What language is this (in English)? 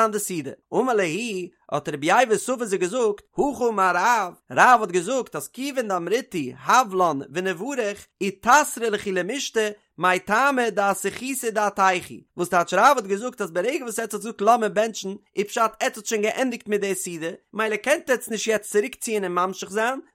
Yiddish